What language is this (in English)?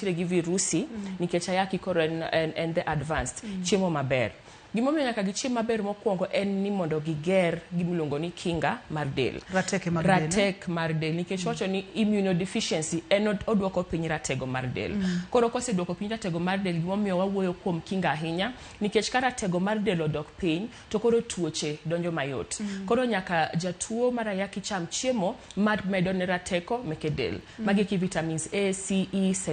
Luo (Kenya and Tanzania)